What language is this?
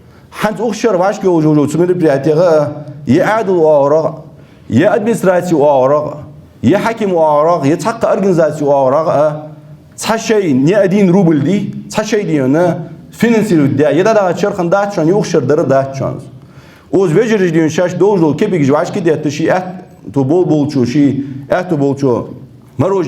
Ingush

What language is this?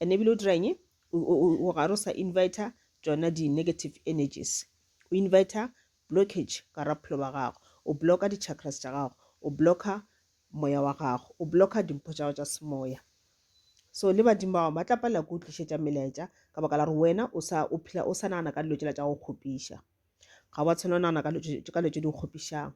Northern Sotho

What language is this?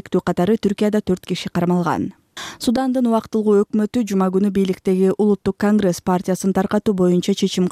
Kyrgyz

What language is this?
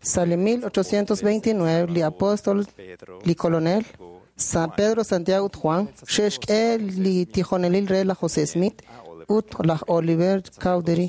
Kekchí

